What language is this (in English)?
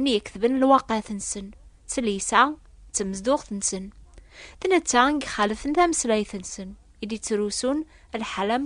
Kabyle